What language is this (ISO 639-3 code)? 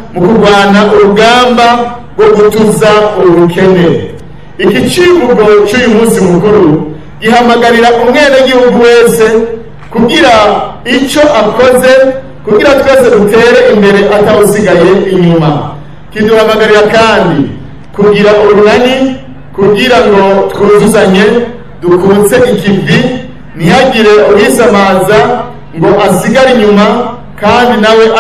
run